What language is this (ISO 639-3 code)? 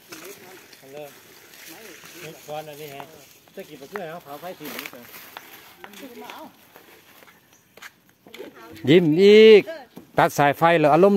tha